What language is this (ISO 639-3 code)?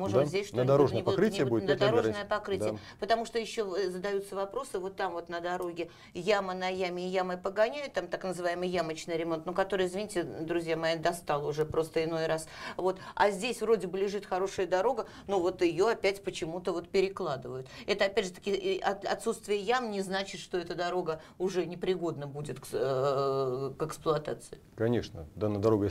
rus